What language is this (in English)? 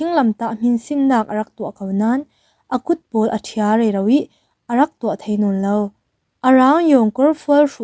Falam Chin